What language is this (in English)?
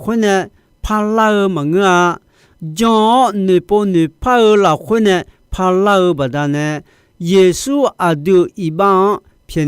Akha